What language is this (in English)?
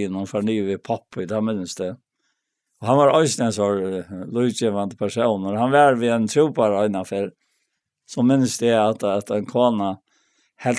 Faroese